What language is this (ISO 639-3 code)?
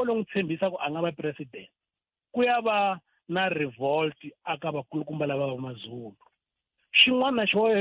tso